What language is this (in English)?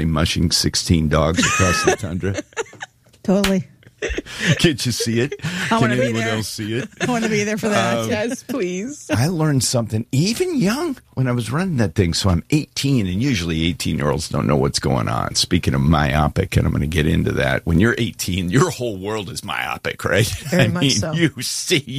English